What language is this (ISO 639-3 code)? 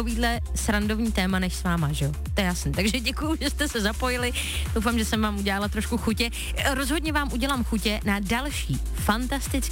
ces